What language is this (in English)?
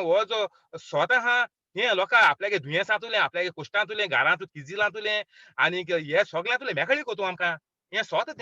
Konkani